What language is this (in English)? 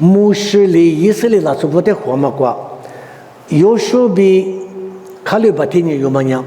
Lisu